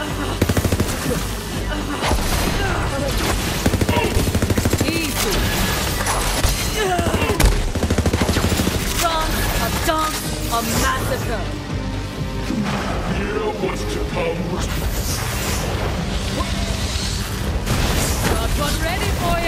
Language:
English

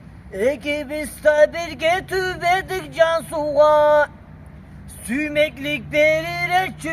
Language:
Karachay-Balkar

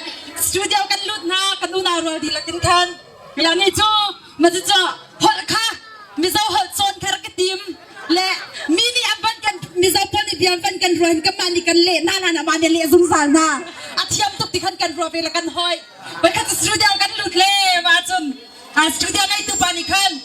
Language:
Hakha Chin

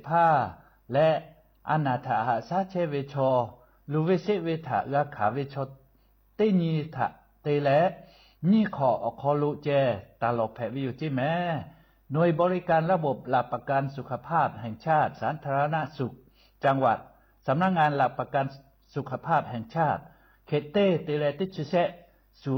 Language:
Lahu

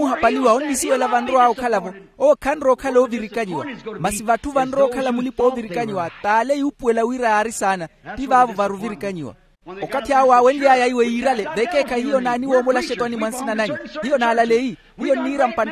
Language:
Makhuwa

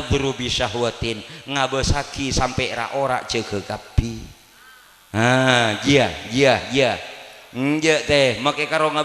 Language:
Madurese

